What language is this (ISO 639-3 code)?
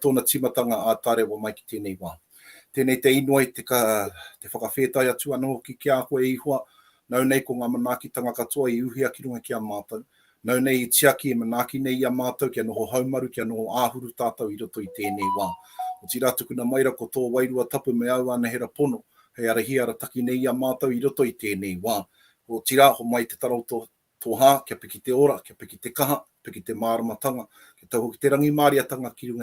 mri